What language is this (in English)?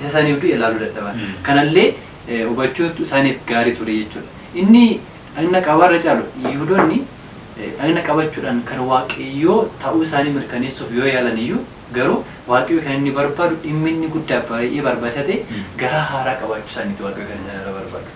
Oromo